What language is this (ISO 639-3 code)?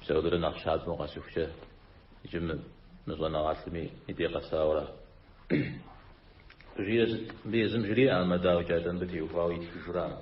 kbd